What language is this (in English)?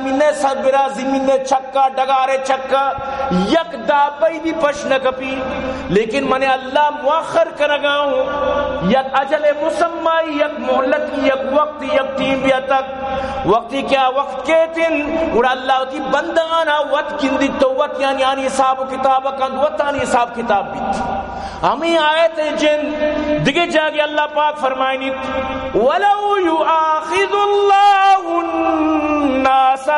Baluchi